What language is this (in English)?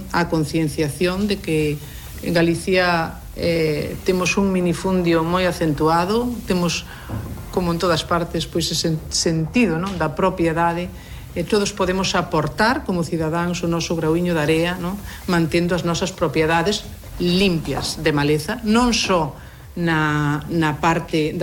Galician